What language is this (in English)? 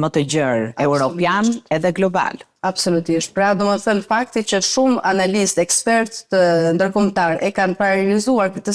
Albanian